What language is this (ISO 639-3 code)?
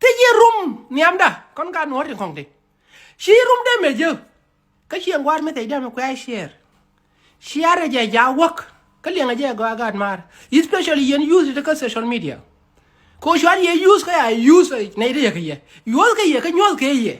nus